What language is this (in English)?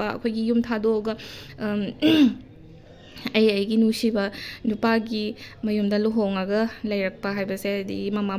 Manipuri